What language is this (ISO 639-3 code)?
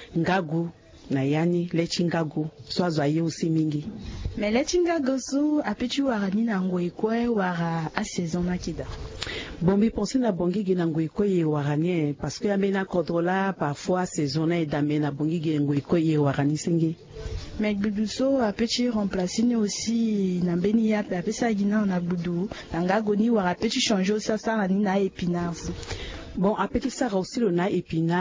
sag